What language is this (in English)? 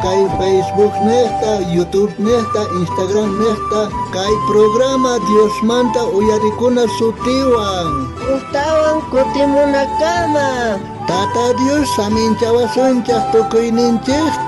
South Bolivian Quechua